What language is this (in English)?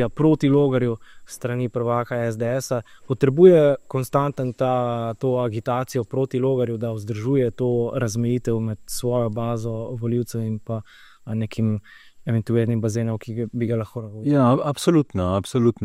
Slovenian